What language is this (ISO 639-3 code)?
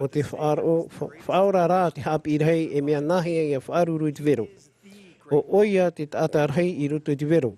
tah